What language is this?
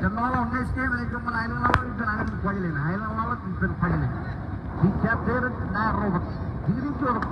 Marshallese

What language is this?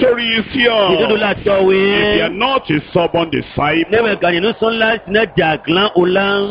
Ewe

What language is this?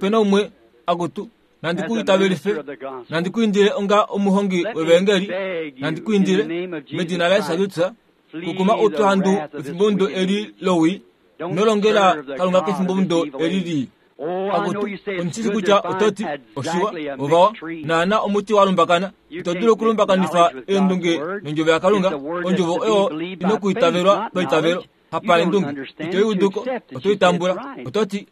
Kuanyama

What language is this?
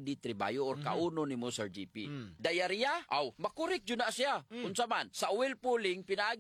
Cebuano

